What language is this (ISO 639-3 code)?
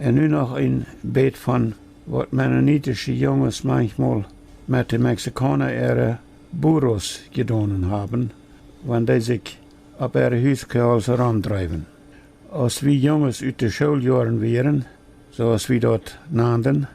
pdt